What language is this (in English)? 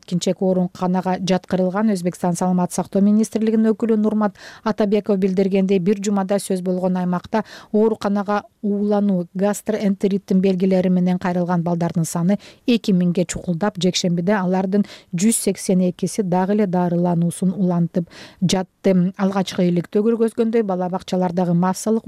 Kyrgyz